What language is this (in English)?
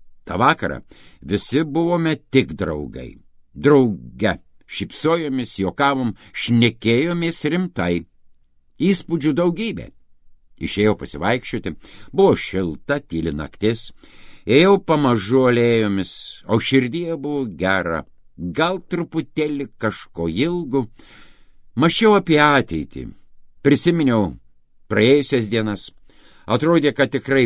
Lithuanian